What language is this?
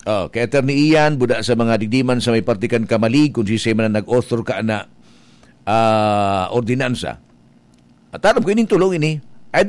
Bikol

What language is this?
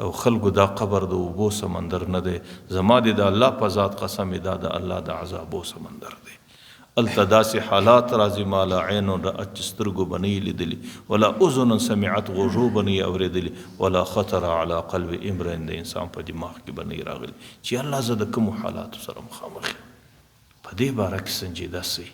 Pashto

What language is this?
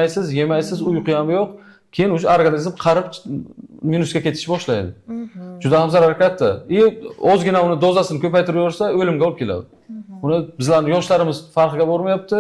Uzbek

